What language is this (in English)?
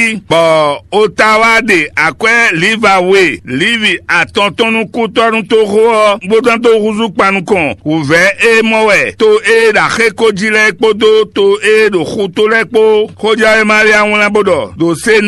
Fon